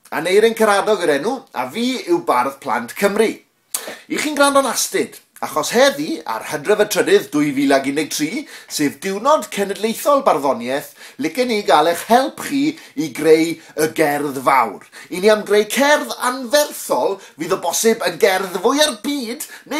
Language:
Welsh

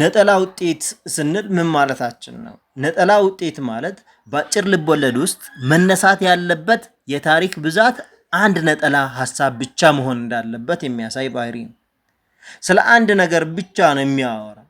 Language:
Amharic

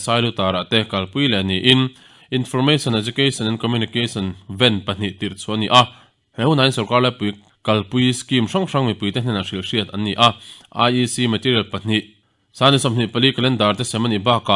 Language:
Mizo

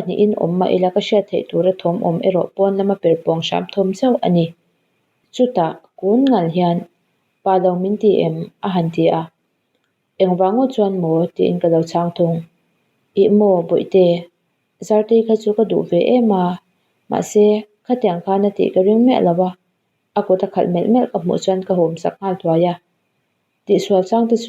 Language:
Mizo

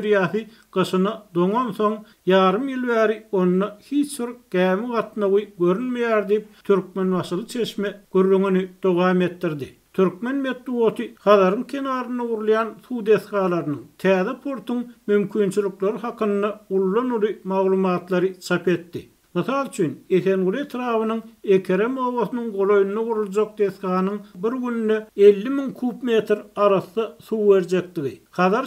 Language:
Turkmen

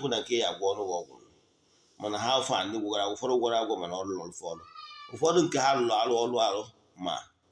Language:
Igbo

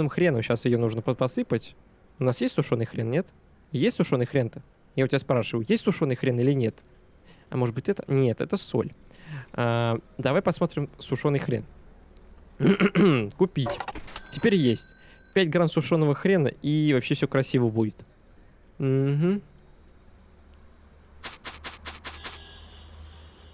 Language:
Russian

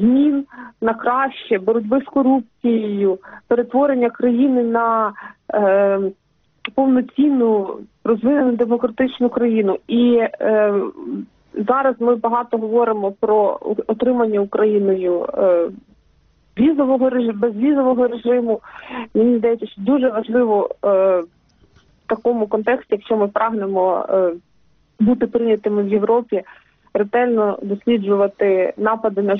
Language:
Ukrainian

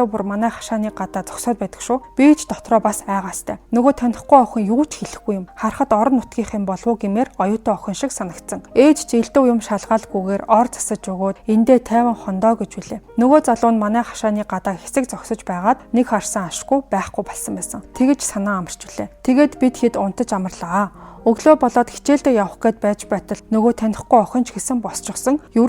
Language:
Mongolian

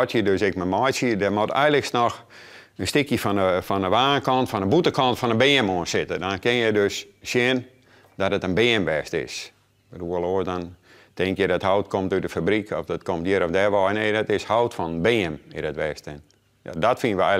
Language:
Western Frisian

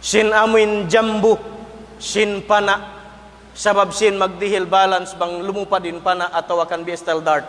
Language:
Tausug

